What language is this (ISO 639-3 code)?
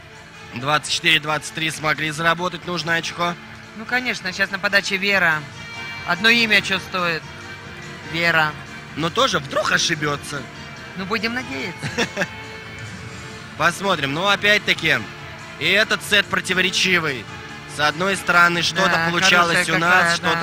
rus